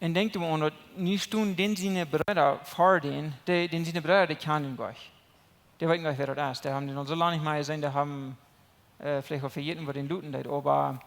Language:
Plautdietsch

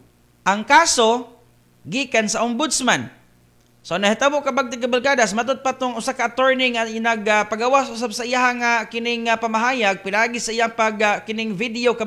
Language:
Cebuano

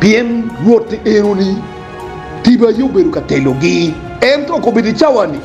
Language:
Acoli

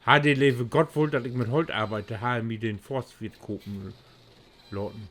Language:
Low German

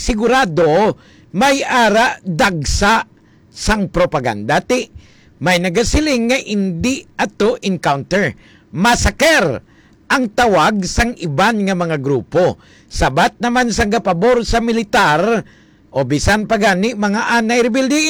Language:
Hiligaynon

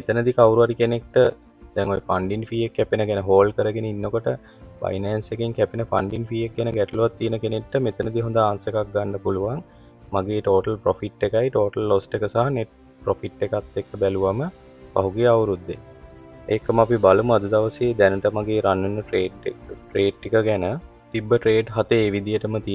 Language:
Sinhala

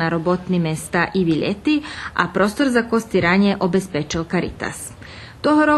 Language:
Rusyn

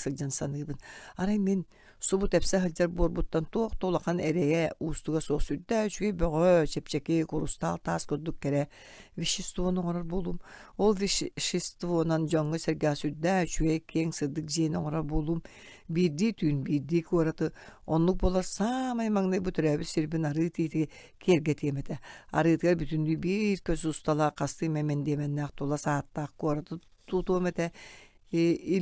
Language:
Yakut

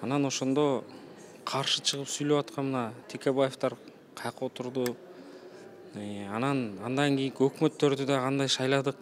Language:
Kyrgyz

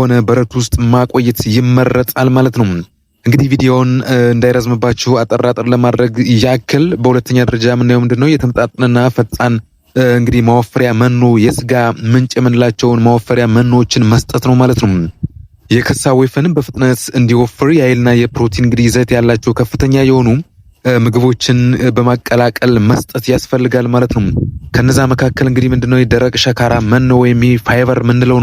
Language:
Amharic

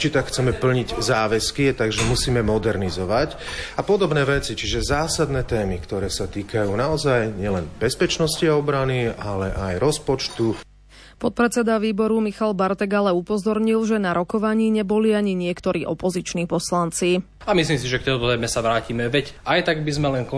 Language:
Slovak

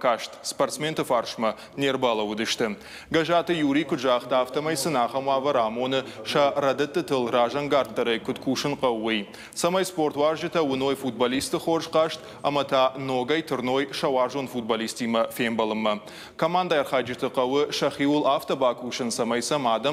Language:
Ossetic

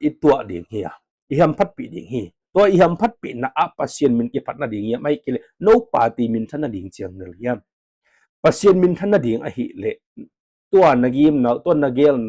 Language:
Tedim Chin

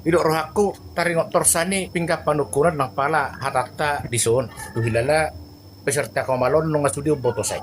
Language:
Batak Toba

